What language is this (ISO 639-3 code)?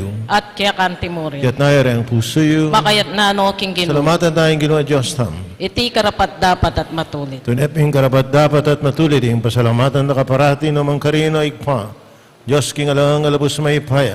pam